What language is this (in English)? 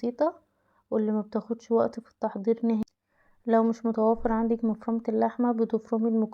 Egyptian Arabic